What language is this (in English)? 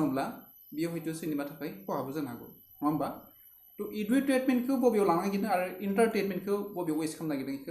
Bodo